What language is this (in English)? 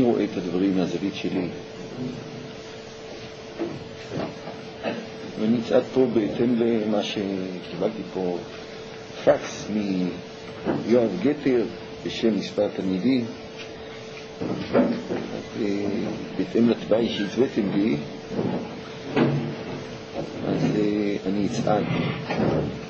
Hebrew